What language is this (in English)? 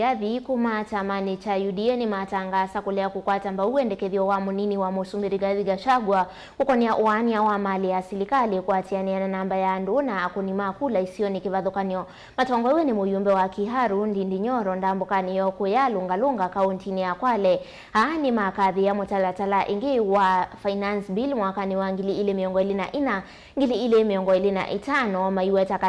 Kamba